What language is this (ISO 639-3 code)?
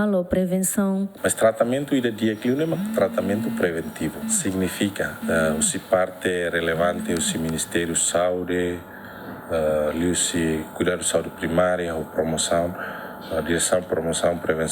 tet